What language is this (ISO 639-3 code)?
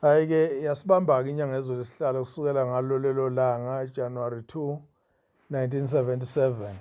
zul